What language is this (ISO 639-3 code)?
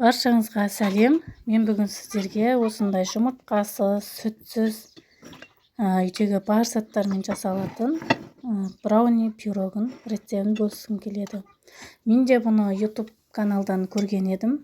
kaz